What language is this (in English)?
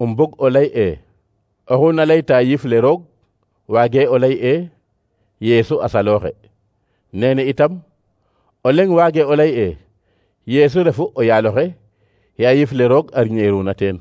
Serer